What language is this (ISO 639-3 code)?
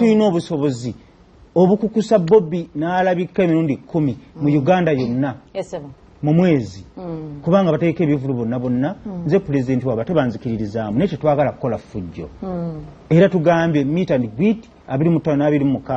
lug